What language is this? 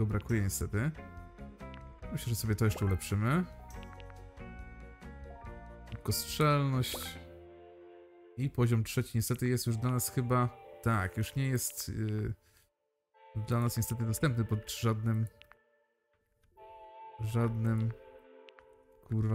Polish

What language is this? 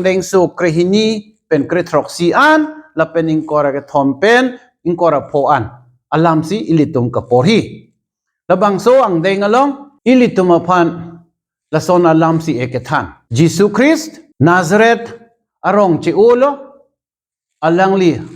Karbi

